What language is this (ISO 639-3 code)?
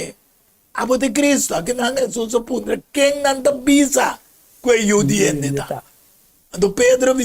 pap